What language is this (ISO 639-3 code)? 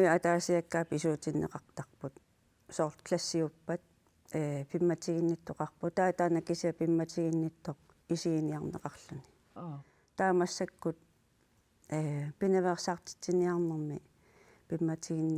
kal